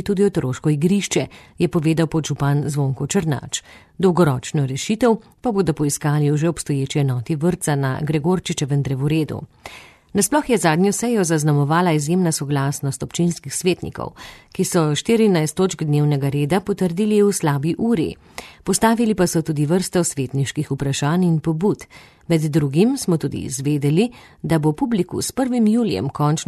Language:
Slovenian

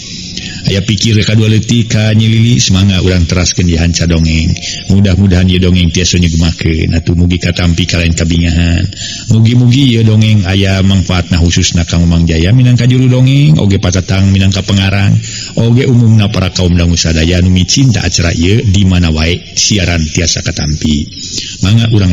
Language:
Sundanese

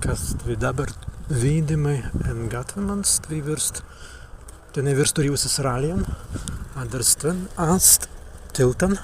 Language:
Prussian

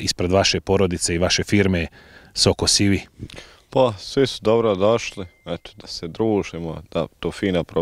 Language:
Bosnian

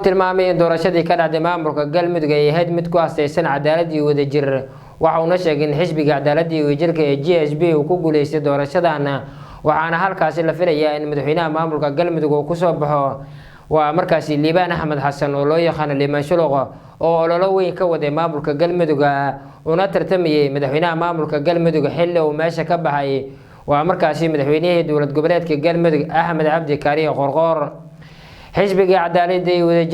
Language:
Somali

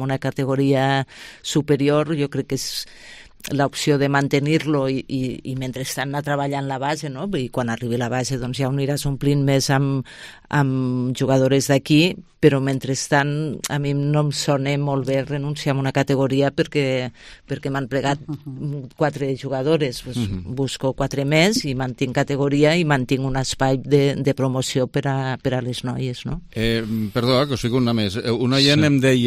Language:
Catalan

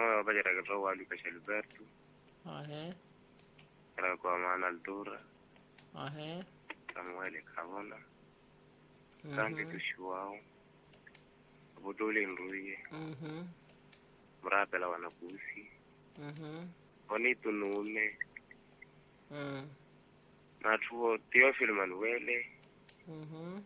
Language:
Swahili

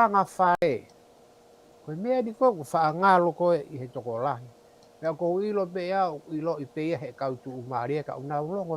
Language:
Tongan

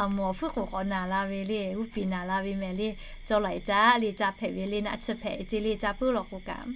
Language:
Lahu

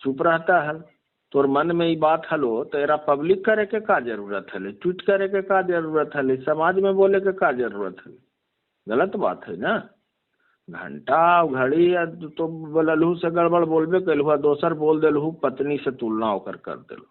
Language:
Magahi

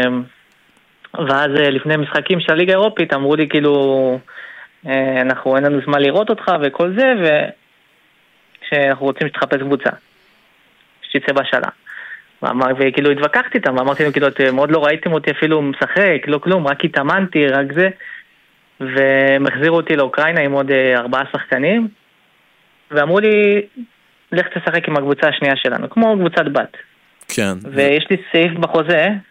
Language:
Hebrew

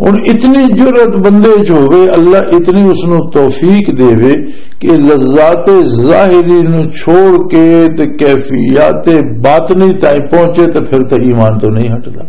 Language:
Western Panjabi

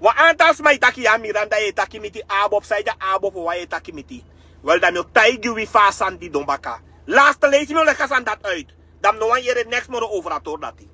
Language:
Sranan Tongo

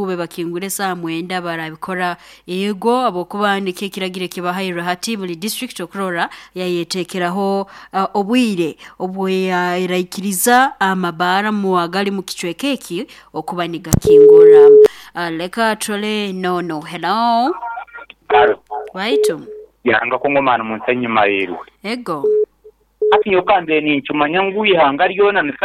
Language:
Nyoro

